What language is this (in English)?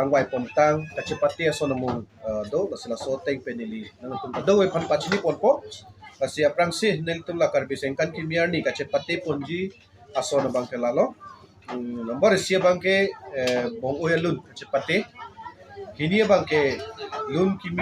Karbi